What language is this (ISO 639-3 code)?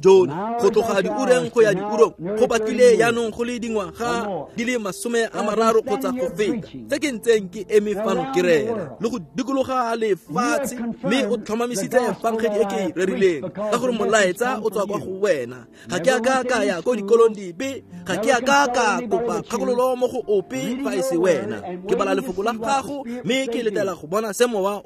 tsn